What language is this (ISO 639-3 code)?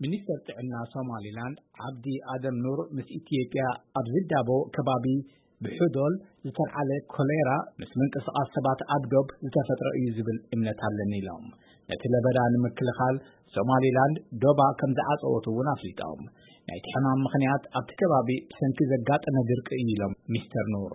tir